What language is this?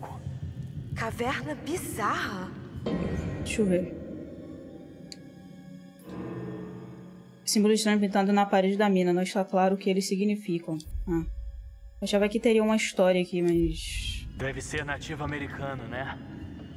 Portuguese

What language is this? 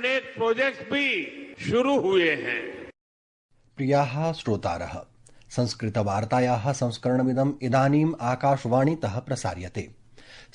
Sanskrit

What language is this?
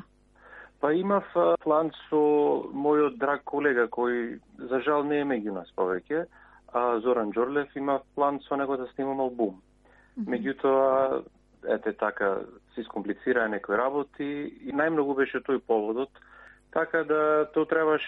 Macedonian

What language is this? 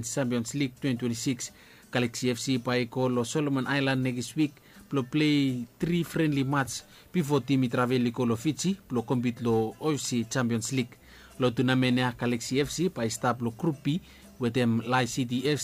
Bislama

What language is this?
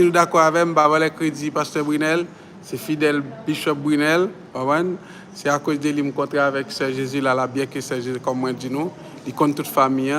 Haitian Creole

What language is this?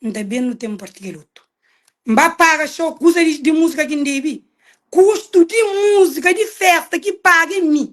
Kabuverdianu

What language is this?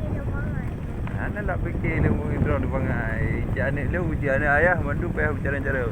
Achinese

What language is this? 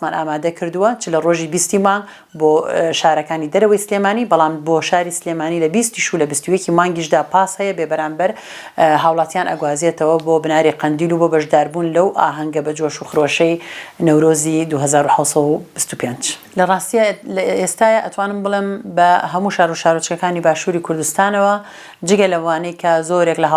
Central Kurdish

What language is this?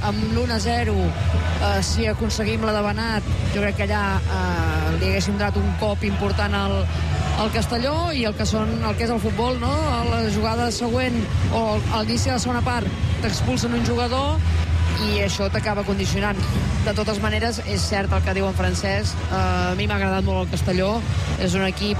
Catalan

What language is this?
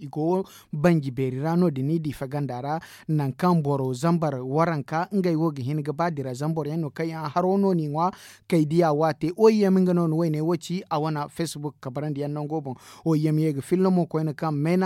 Zarma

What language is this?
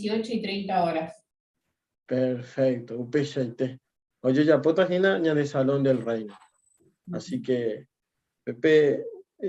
Guarani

